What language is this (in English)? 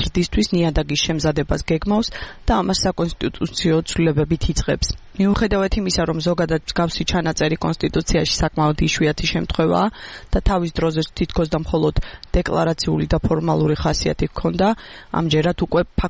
Georgian